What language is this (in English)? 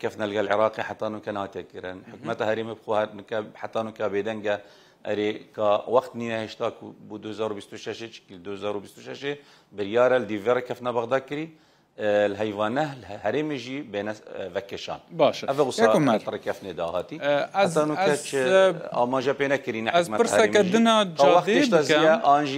Kurdish